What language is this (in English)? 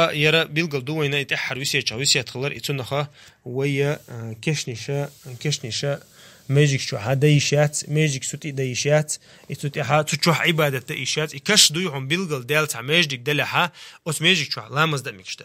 Chechen